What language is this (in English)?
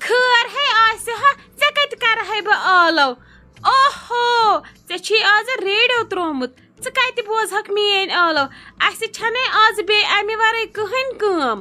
Kashmiri